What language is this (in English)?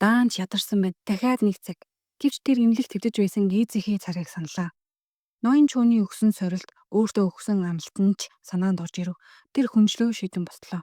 Mongolian